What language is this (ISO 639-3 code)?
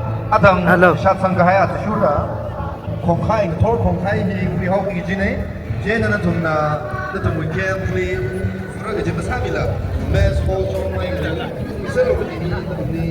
nmf